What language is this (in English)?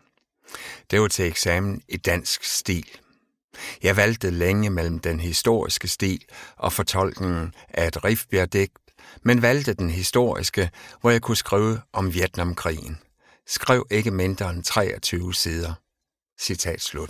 Danish